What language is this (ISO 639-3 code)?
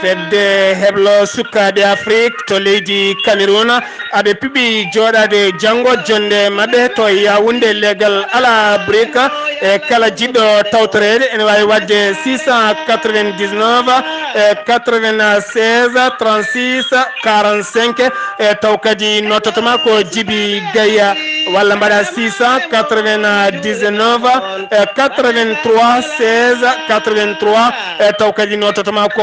ful